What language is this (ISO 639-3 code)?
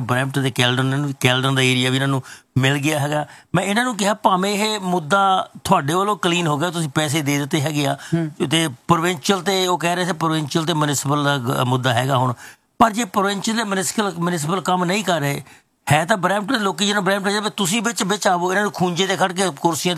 pan